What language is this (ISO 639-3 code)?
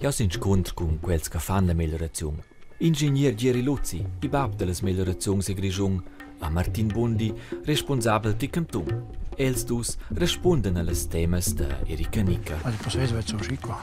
roh